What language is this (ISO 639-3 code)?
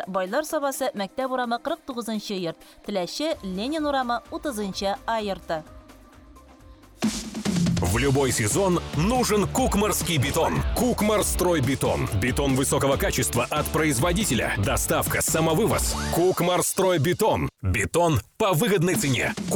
tat